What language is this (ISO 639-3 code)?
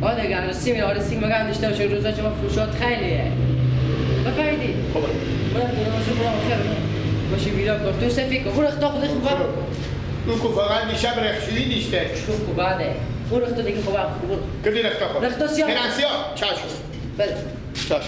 fas